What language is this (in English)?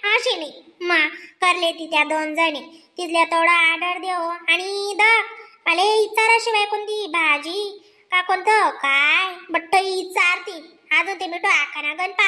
Khandesi